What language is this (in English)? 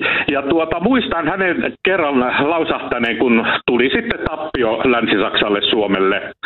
Finnish